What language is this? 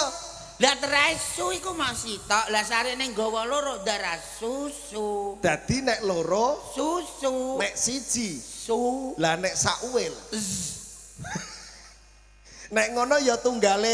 Javanese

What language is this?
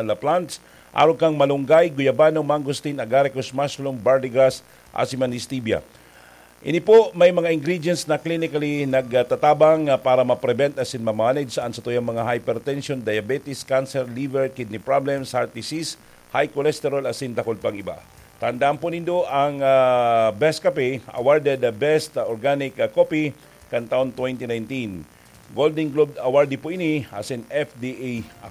Bikol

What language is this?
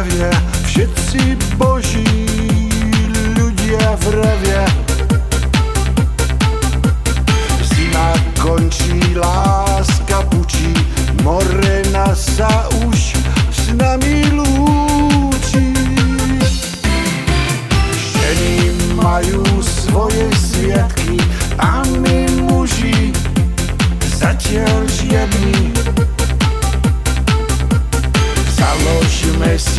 Slovak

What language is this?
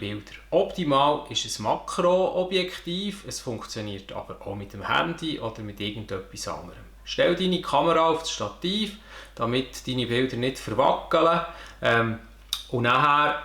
Swiss German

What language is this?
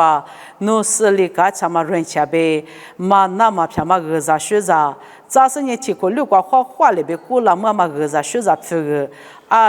Lisu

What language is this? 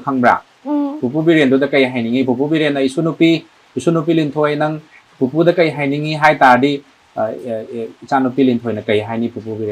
Manipuri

